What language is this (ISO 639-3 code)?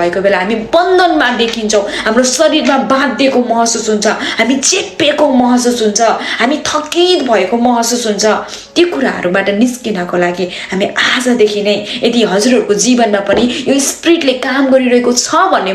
nep